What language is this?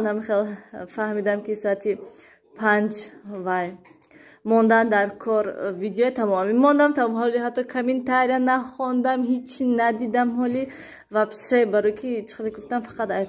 Tajik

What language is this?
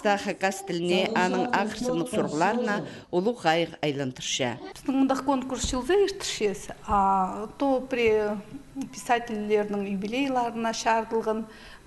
Khakas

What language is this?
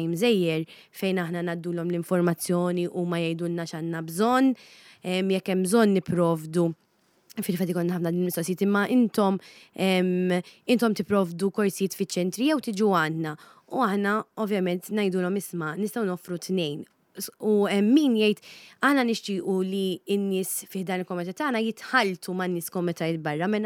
Maltese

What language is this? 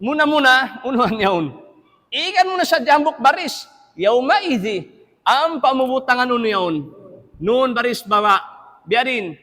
Tausug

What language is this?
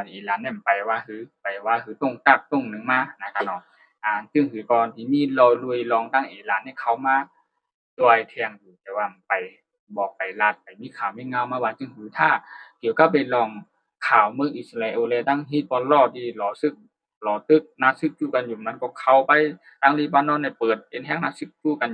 Shan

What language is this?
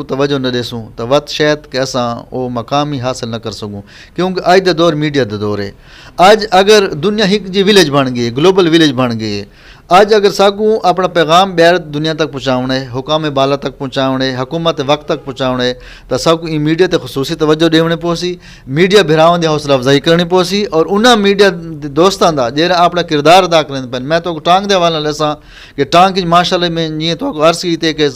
Saraiki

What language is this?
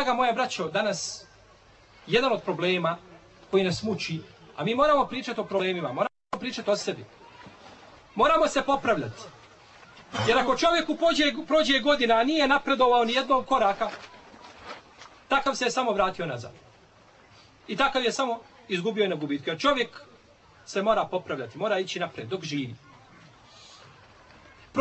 Bosnian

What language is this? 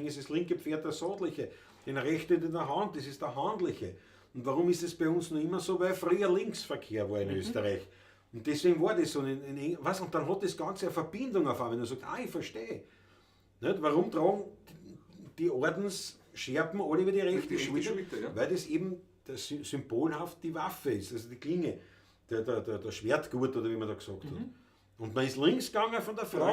Bavarian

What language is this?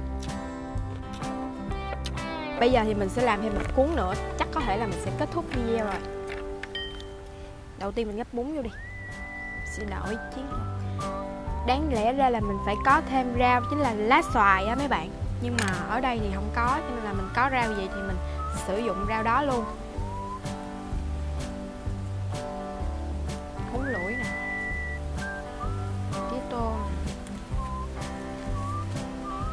Vietnamese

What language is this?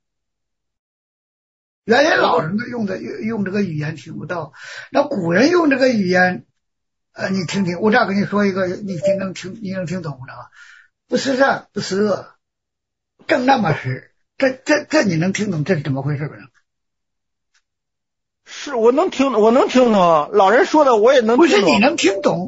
Chinese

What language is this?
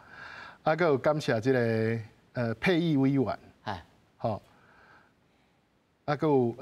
Min Nan Chinese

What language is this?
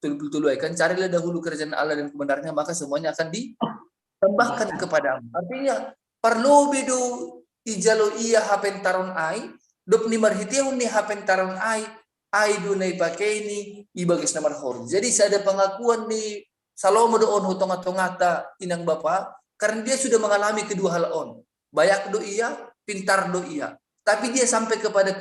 Batak Simalungun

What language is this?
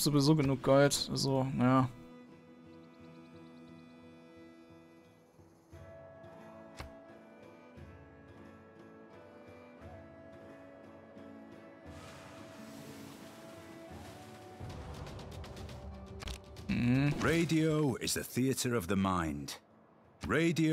German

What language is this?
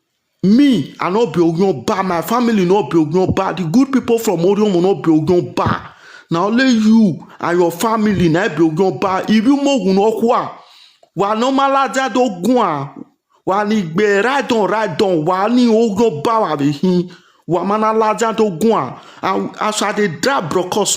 Nigerian Pidgin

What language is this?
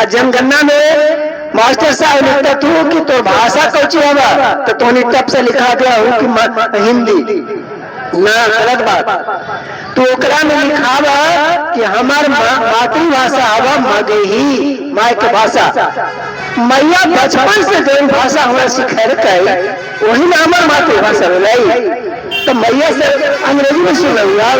Magahi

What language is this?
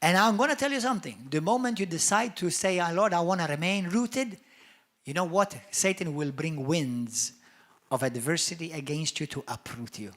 English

